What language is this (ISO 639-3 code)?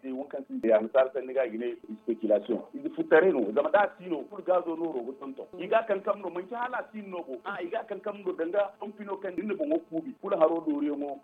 dje